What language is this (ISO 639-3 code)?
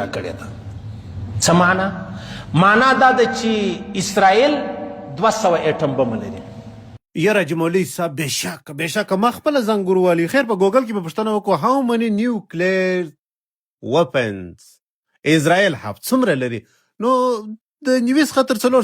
pus